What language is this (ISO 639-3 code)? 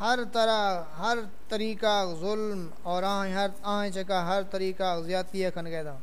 skr